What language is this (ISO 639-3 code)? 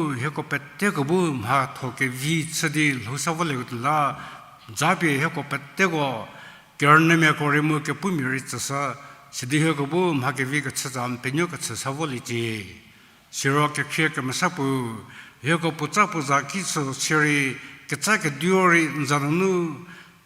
njm